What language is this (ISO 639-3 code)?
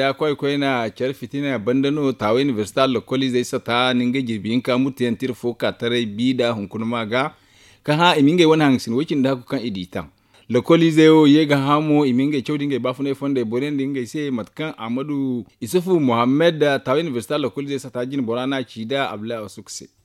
dje